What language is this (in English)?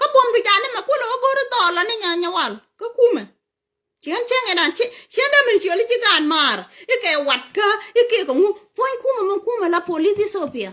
Nuer